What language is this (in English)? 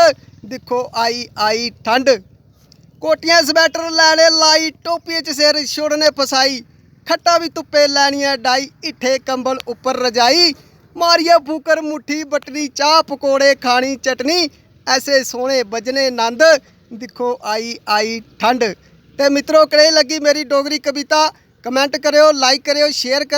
Dogri